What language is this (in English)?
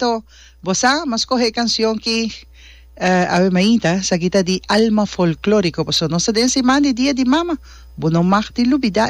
Papiamento